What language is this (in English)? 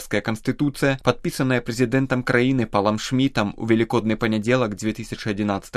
Belarusian